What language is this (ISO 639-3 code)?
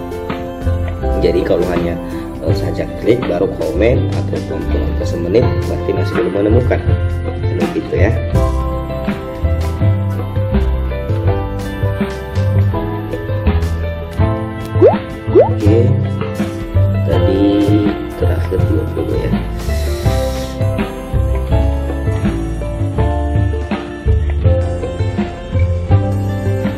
ind